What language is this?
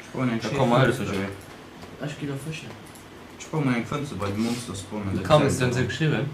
Luxembourgish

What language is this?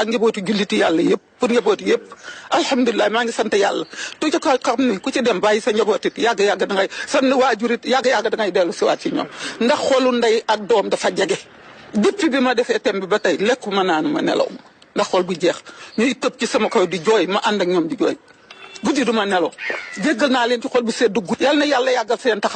Wolof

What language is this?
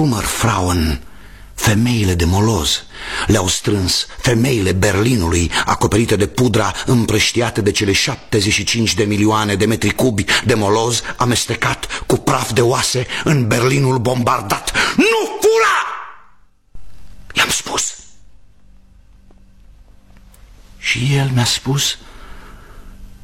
Romanian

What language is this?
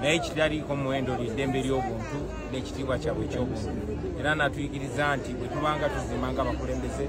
Ganda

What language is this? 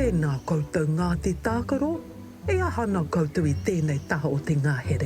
Māori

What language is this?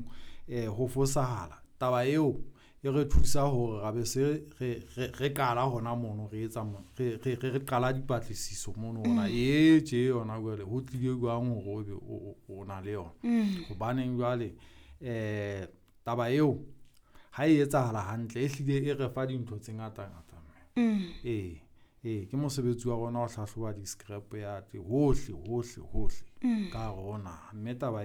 Southern Sotho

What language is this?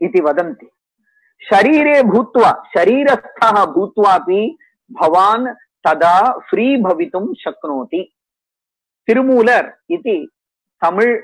Sanskrit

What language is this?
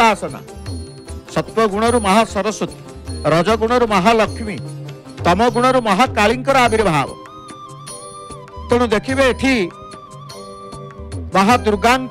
Odia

